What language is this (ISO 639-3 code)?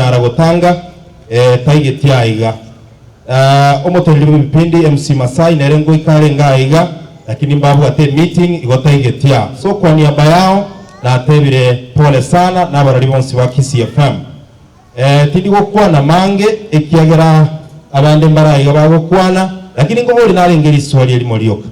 guz